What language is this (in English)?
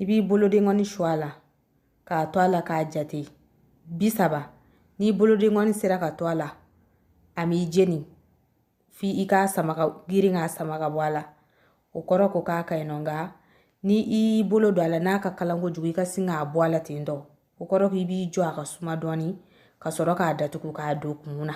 Bambara